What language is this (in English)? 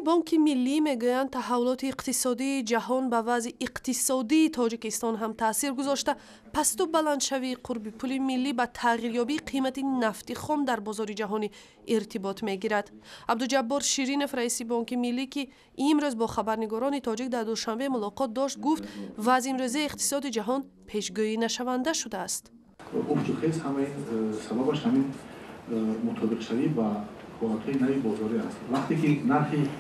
Tajik